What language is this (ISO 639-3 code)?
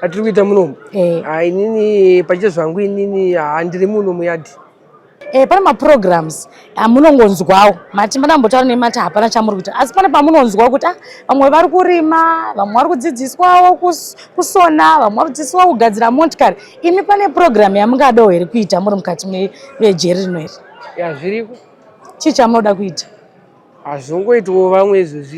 sna